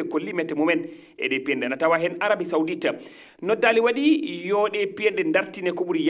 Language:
Fula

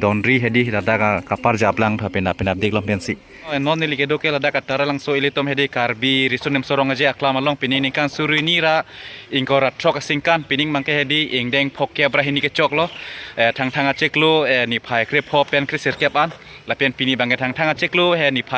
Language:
Karbi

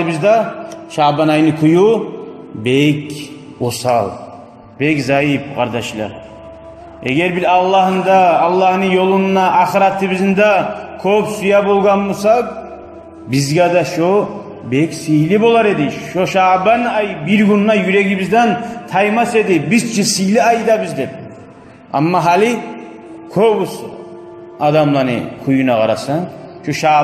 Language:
Kumyk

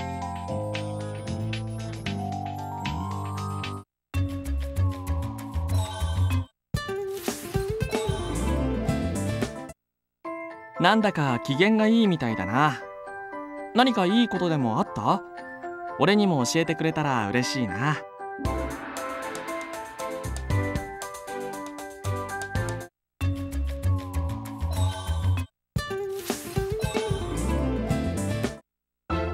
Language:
Japanese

